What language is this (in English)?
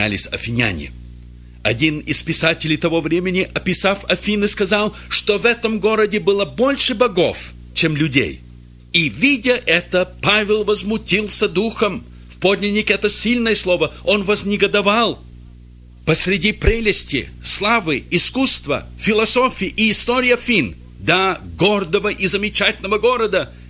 Russian